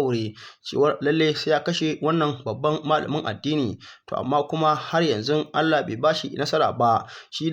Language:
Hausa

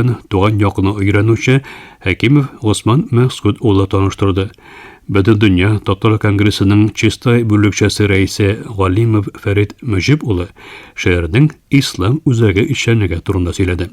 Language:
Tatar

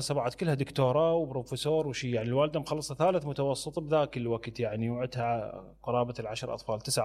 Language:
Mesopotamian Arabic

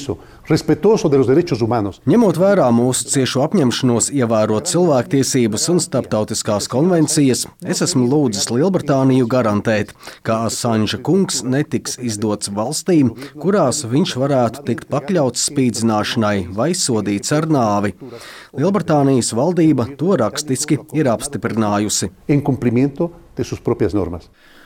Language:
Latvian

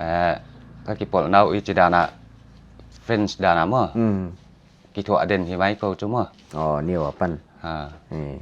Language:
Paite Chin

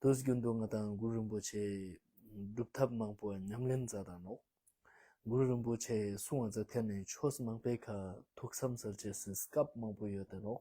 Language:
Ladakhi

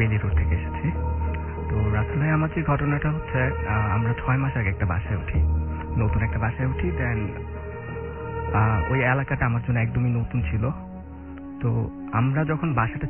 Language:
Bangla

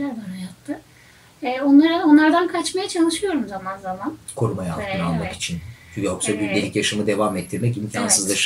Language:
Turkish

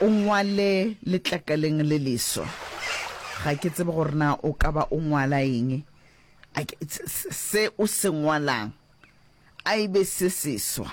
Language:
Northern Sotho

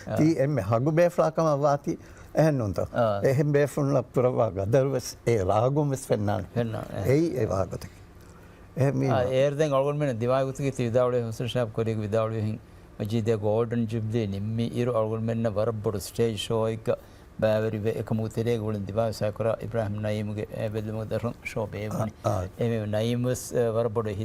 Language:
Divehi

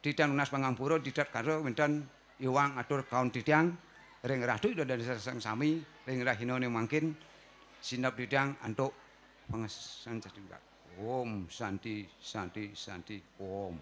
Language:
Balinese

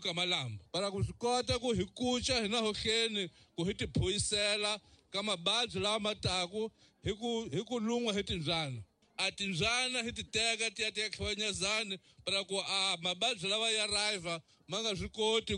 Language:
Tsonga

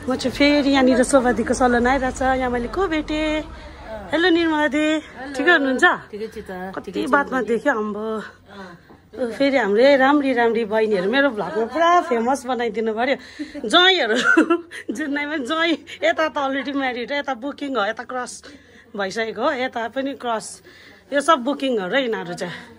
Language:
Nepali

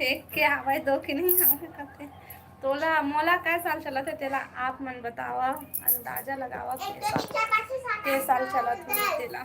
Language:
Chhattisgarhi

